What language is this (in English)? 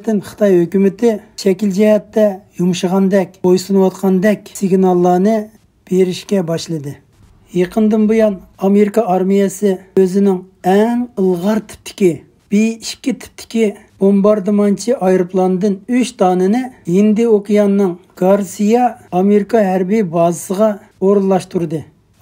Uyghur